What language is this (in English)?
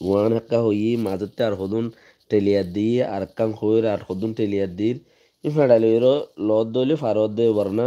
Rohingya